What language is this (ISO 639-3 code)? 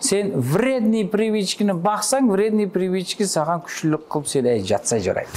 kaa